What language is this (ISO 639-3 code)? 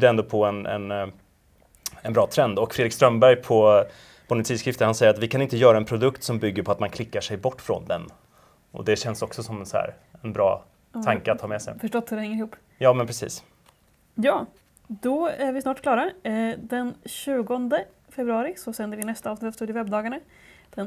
swe